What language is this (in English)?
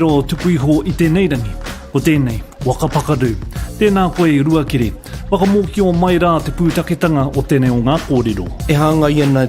Māori